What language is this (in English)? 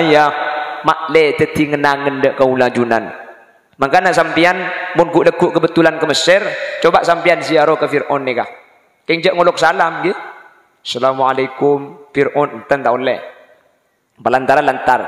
Madurese